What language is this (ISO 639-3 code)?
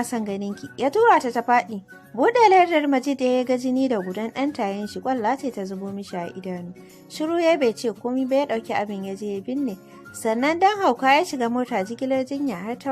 hau